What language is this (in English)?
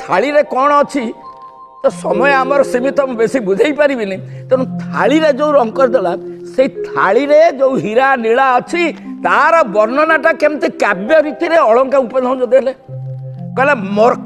Odia